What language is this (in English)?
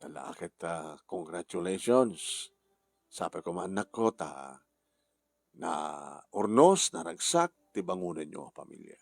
Iloko